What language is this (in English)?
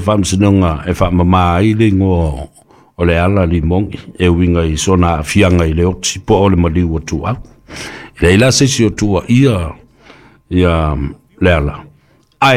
Samoan